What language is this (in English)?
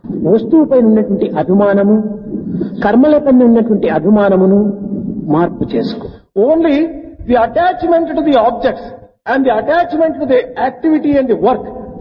Telugu